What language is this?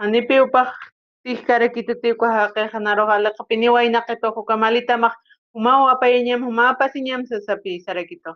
Aymara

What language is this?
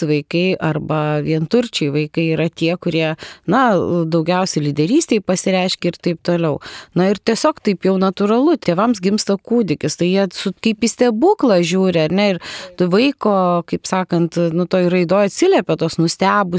Lithuanian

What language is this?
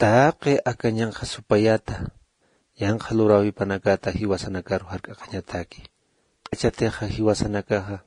Aymara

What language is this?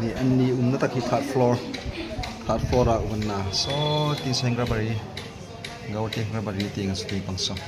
Hmar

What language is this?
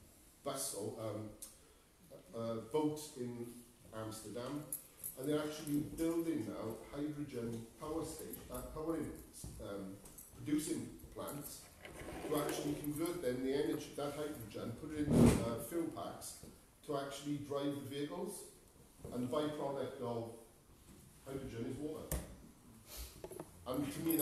English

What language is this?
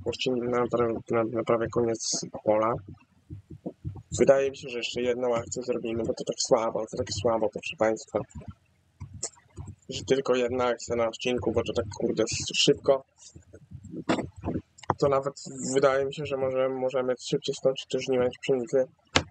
Polish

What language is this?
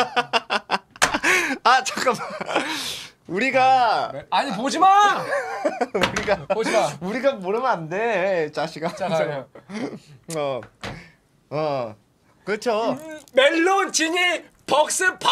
Korean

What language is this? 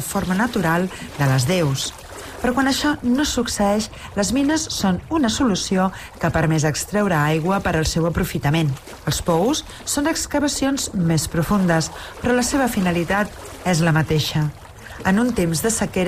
Catalan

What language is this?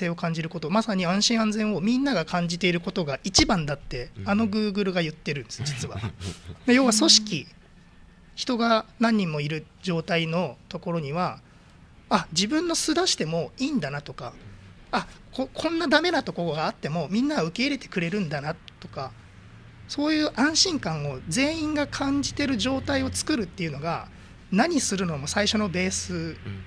Japanese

